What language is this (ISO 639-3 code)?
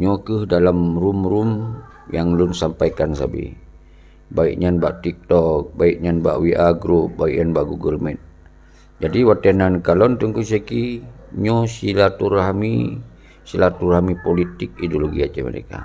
ace